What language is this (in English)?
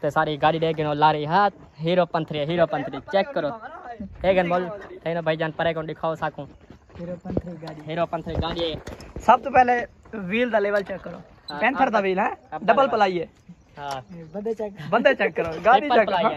Saraiki